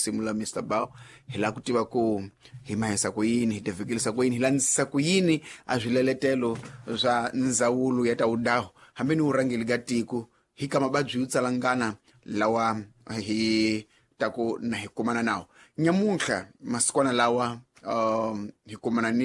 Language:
Tsonga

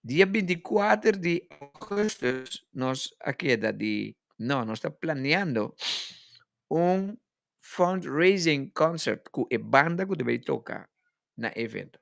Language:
Papiamento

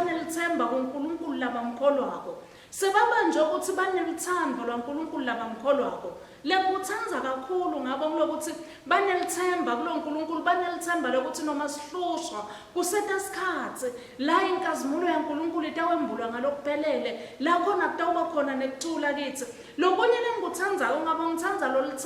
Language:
Swati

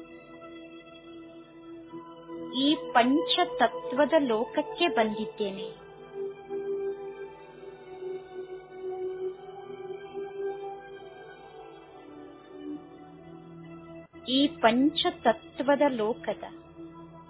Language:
Kannada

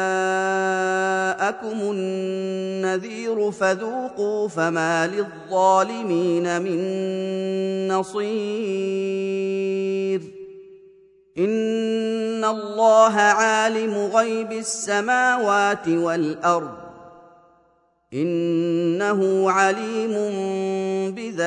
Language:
Arabic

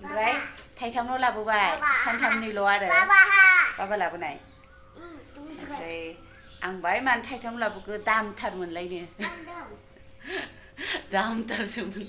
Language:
Bodo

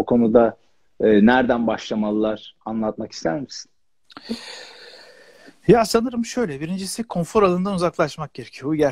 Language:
Turkish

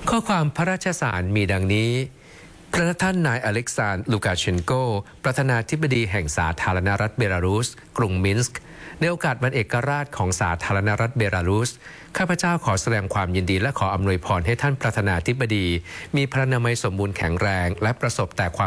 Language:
Thai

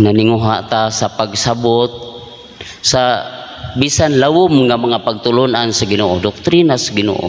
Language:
Cebuano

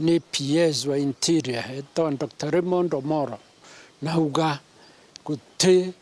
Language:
Meru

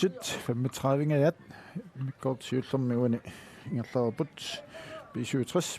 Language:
Kalaallisut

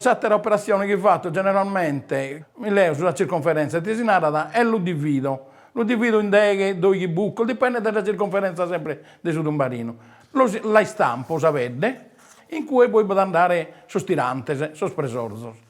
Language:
Sardinian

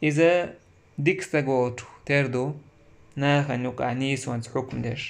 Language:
Chechen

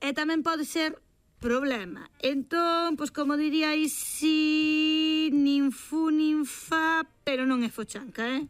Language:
Galician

